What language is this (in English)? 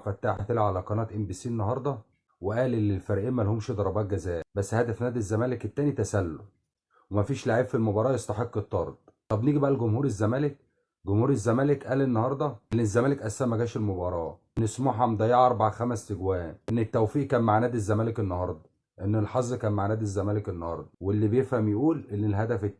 Egyptian Arabic